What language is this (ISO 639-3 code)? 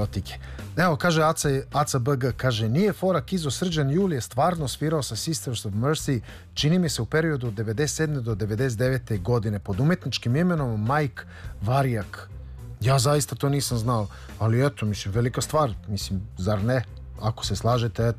srp